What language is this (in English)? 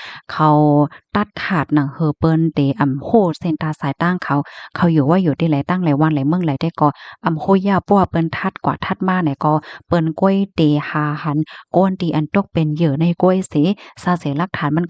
Shan